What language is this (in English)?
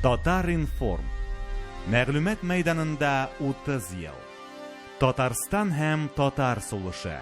Tatar